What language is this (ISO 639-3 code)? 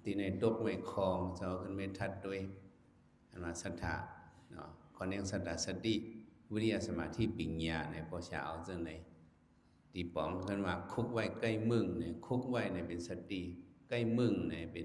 shn